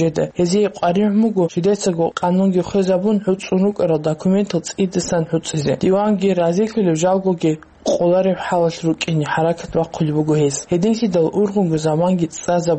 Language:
Avaric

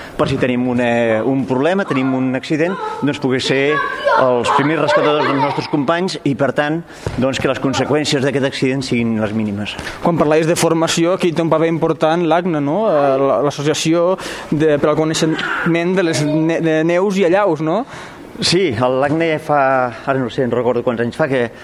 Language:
Catalan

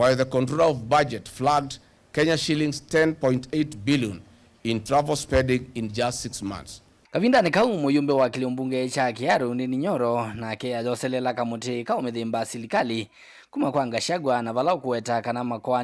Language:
Kamba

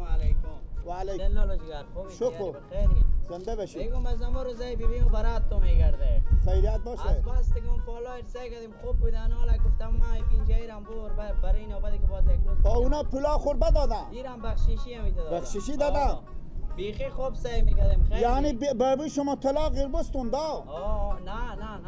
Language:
Persian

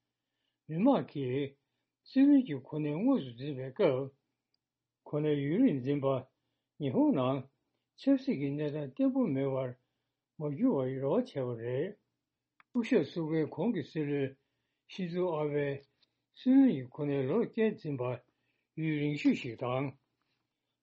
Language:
Tibetan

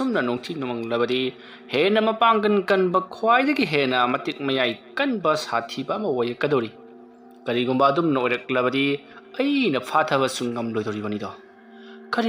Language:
Manipuri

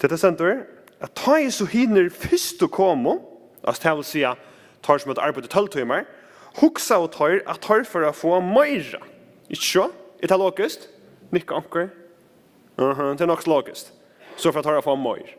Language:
Faroese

